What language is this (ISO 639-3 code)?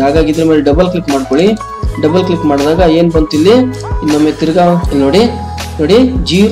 kan